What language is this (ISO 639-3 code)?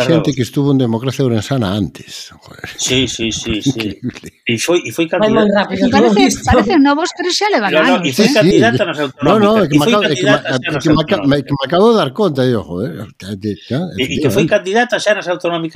glg